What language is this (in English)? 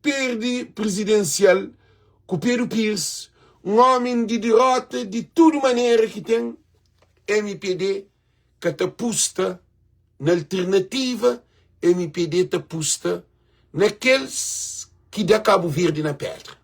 Kabuverdianu